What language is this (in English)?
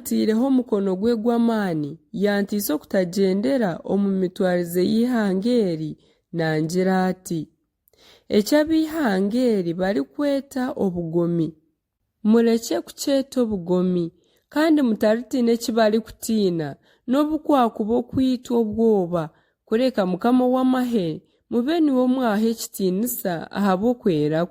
Nyankole